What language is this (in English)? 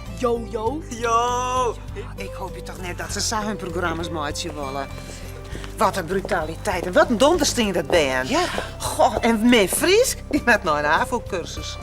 Western Frisian